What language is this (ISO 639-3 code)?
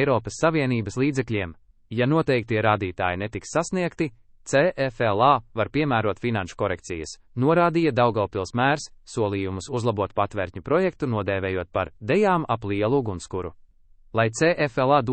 lav